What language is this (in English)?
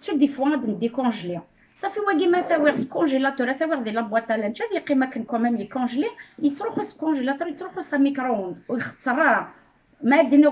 Kabyle